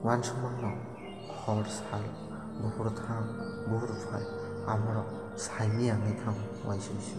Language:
Kok Borok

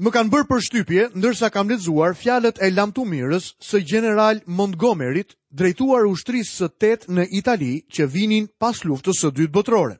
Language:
Albanian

